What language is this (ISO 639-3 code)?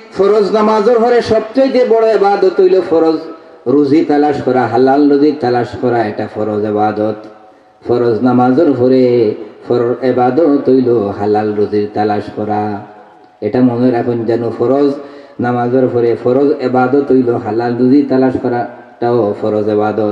syl